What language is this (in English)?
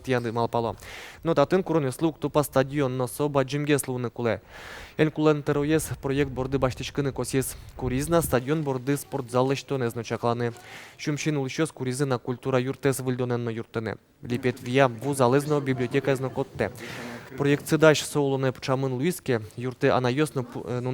Udmurt